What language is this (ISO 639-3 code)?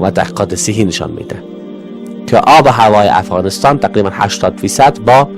fas